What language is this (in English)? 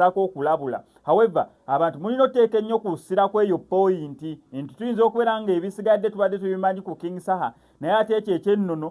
Ganda